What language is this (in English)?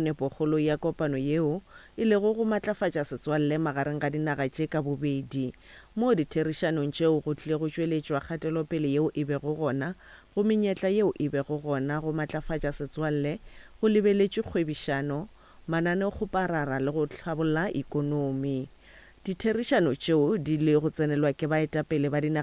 Northern Sotho